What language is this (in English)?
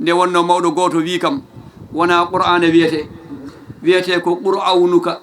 Fula